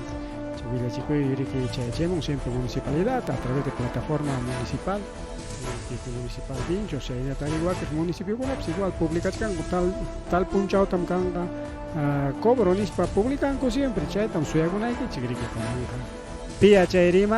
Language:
Ayacucho Quechua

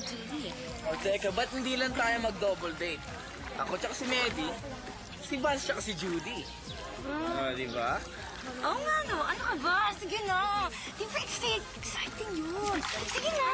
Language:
Filipino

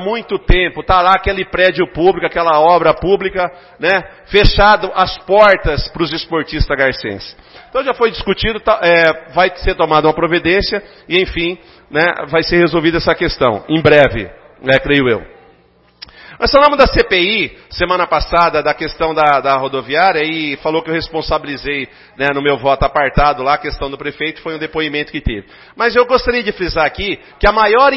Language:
Portuguese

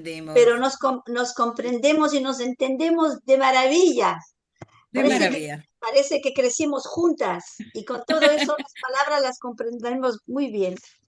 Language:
Ladino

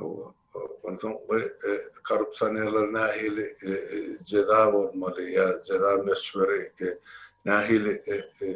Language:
Turkmen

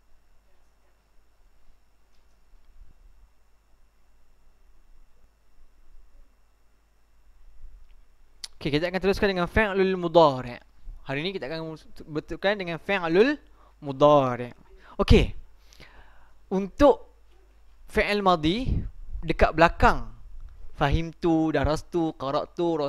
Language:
Malay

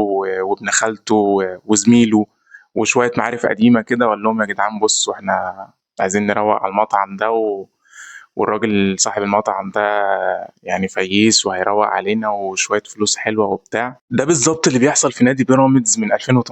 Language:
Egyptian Arabic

